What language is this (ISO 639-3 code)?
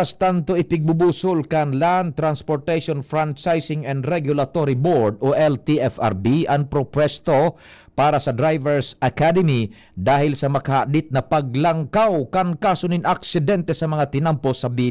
bik